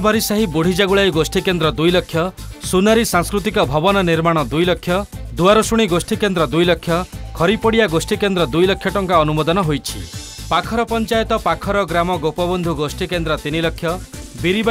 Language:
Odia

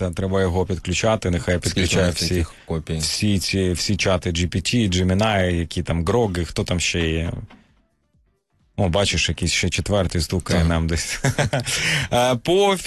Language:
Ukrainian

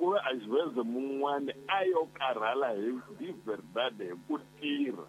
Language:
Tsonga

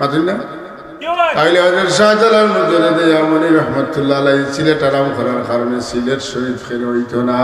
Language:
Sylheti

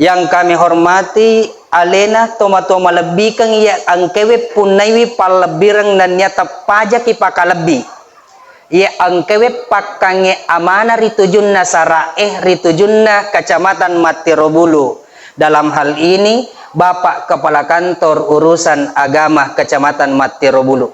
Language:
Buginese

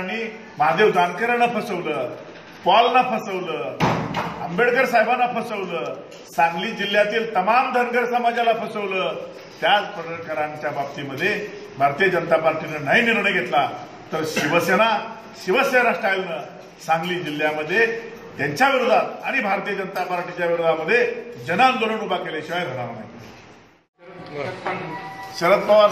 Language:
Marathi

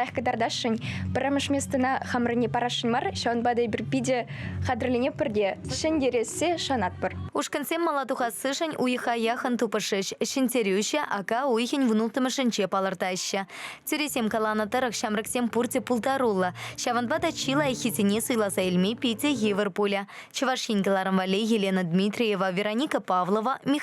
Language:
Chuvash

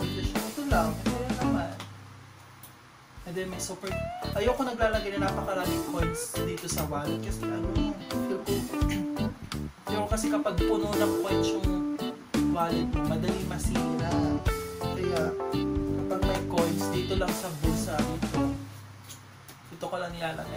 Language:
Filipino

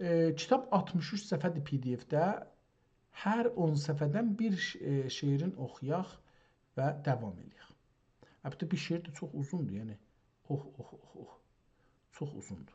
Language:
South Azerbaijani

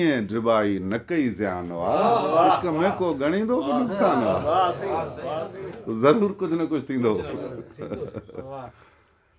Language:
Sindhi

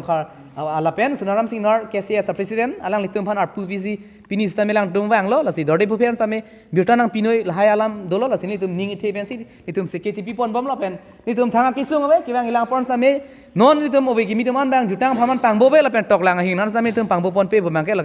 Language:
Karbi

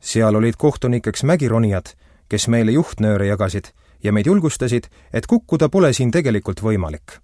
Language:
Estonian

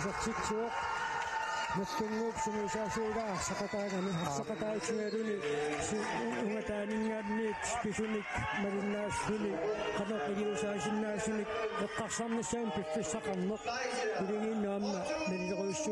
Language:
Kalaallisut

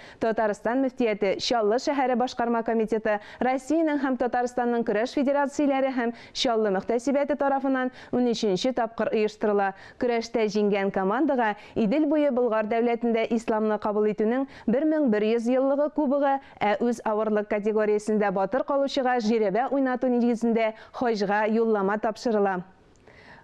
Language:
Tatar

